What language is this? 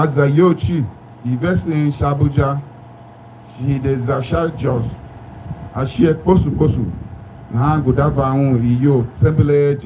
Tiv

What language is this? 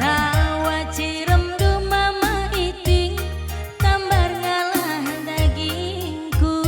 Batak Karo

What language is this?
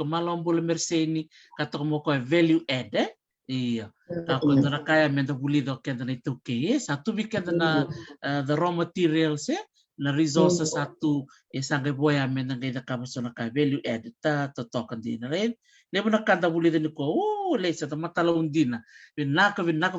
Fijian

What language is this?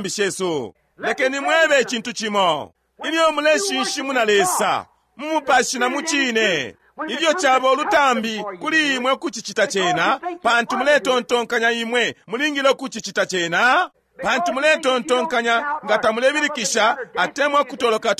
Bemba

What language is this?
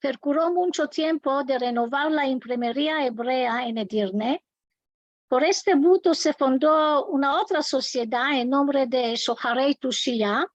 Ladino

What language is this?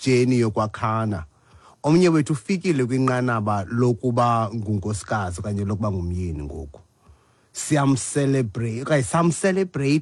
Xhosa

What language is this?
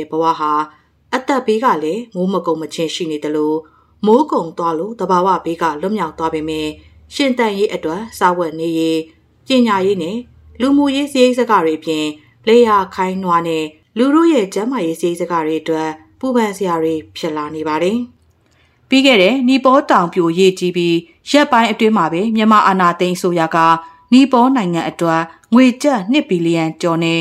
Burmese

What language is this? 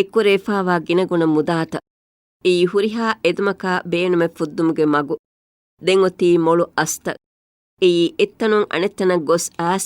Divehi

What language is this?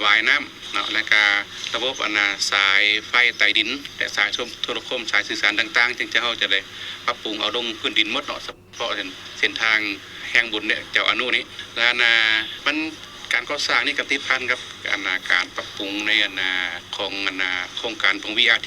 Lao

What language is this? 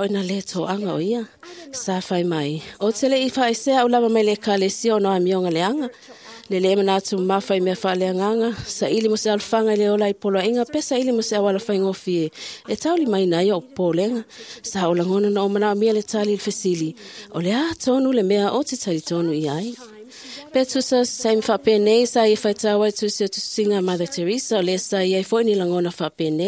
Samoan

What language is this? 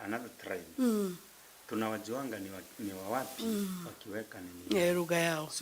Meru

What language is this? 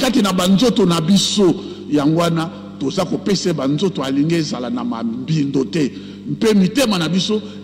Lingala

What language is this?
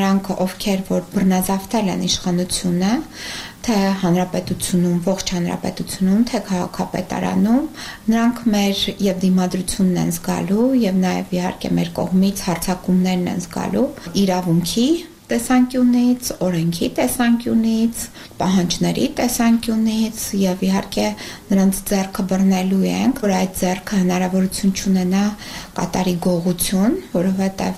Armenian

